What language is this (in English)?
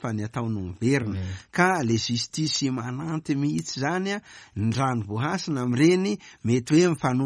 Malagasy